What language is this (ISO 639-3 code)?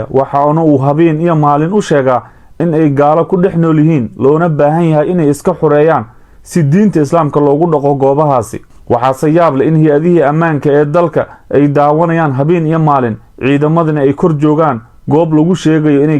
som